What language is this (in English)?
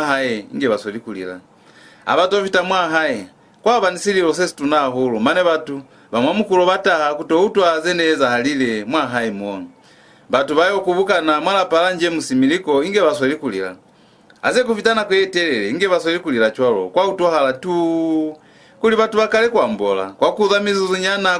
Lozi